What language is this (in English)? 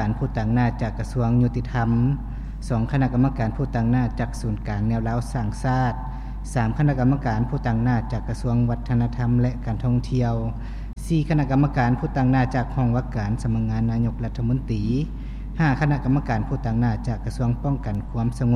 Lao